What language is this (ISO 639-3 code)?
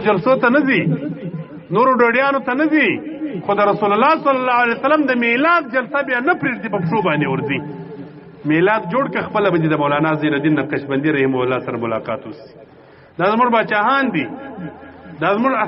pus